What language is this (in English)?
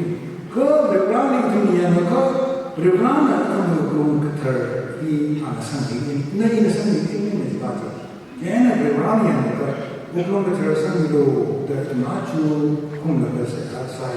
Tangkhul Naga (India)